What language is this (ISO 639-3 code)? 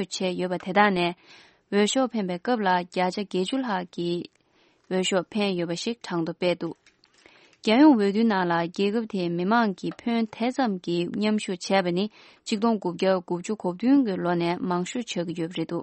bod